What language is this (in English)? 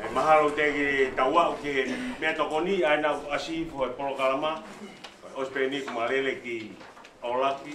Tongan